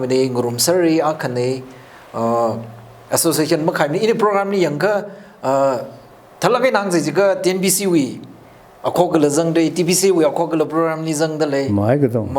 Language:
Tangkhul Naga (India)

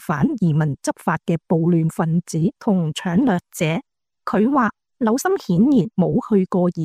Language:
Cantonese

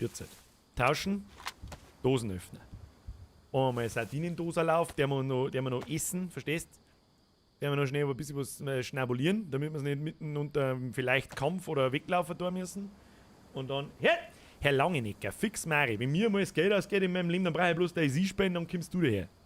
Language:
Bavarian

